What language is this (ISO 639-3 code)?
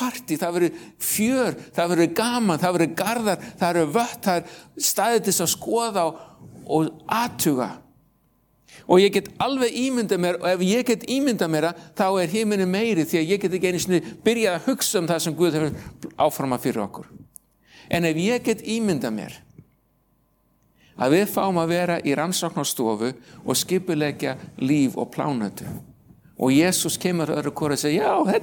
isl